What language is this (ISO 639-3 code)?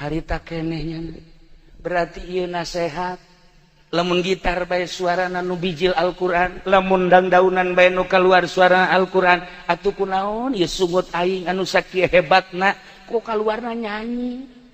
sun